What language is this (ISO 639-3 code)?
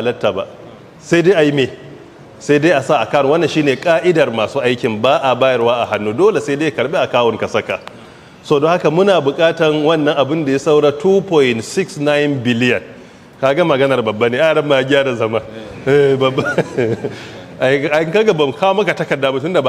hau